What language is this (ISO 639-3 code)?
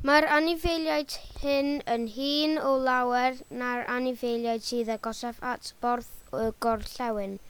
cym